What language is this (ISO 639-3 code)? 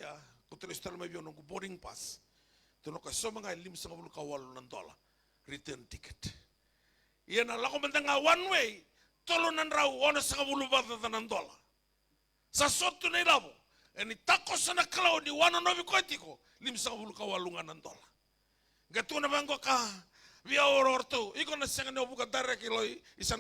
fij